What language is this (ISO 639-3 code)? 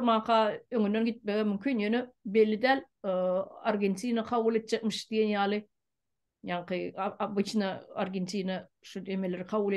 tuk